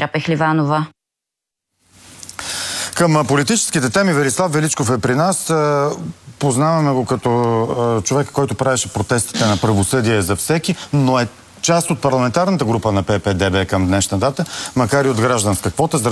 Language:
Bulgarian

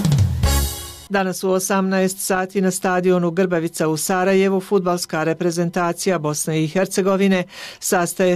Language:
Bosnian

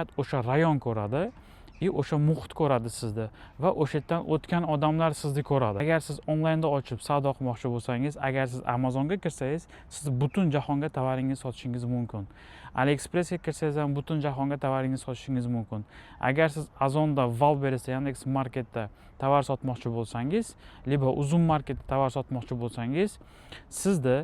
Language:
Uzbek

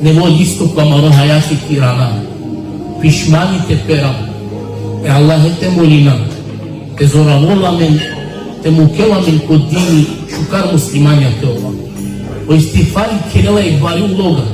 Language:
Balkan Romani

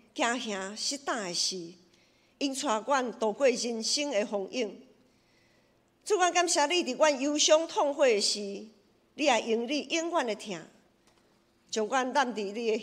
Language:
Min Nan Chinese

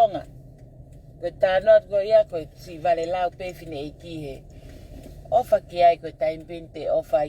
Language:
Tongan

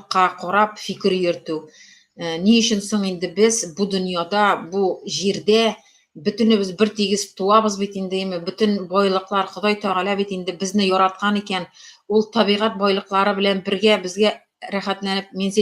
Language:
Tatar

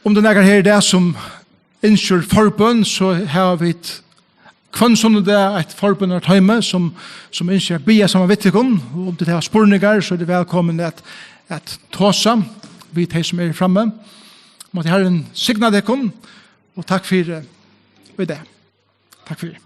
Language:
Faroese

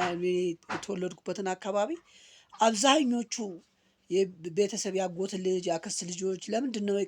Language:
Amharic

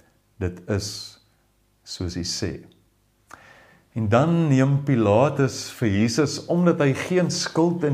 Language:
Afrikaans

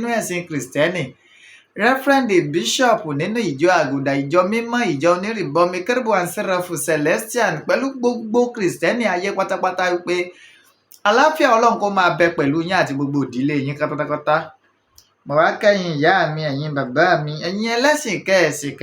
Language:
Yoruba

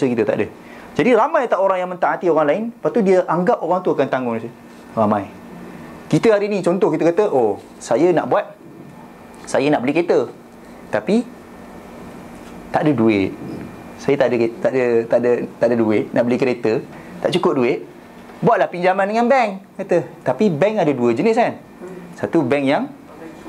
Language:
Malay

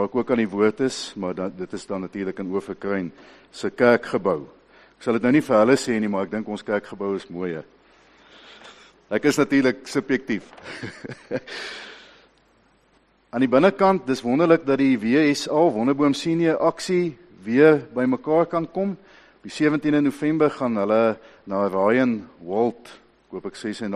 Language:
Afrikaans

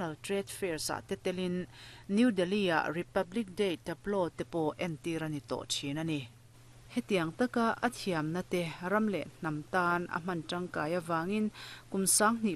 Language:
Mizo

